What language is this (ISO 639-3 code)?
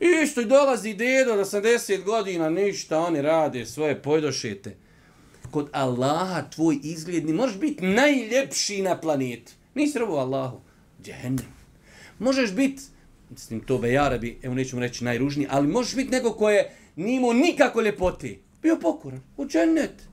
bos